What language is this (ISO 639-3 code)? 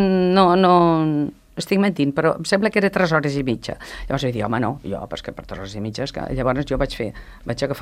cat